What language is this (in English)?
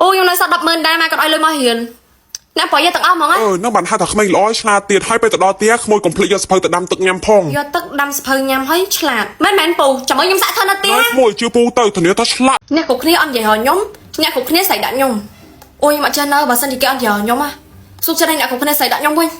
Khmer